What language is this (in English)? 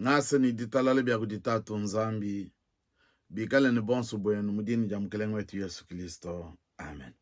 Luba-Lulua